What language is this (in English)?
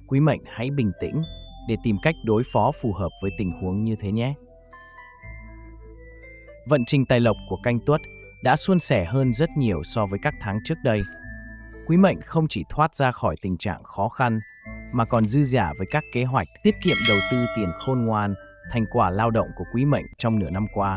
Vietnamese